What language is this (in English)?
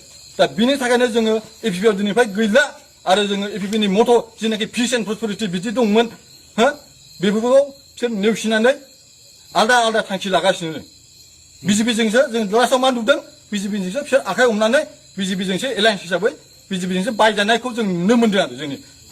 Bodo